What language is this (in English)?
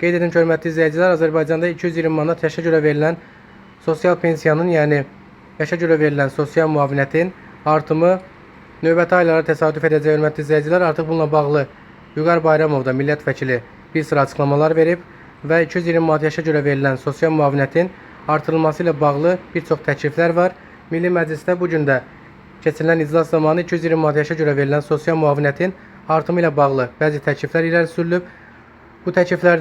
Azerbaijani